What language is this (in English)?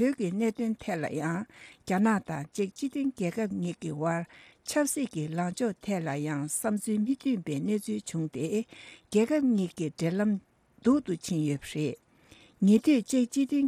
Tibetan